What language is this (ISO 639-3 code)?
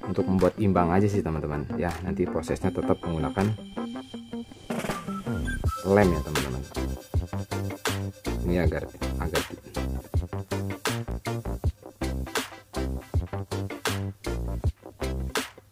ind